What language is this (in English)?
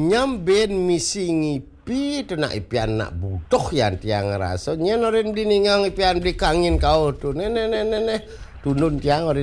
Balinese